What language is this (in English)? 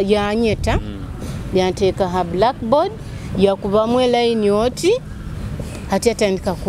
Nyoro